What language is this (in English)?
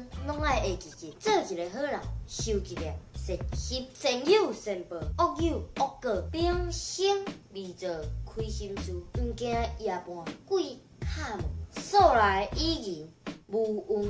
Min Nan Chinese